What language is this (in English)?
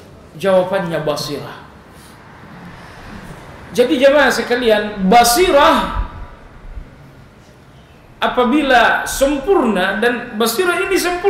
Indonesian